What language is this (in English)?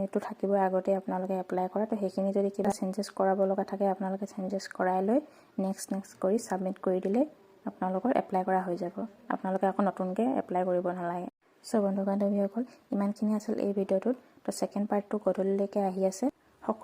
Assamese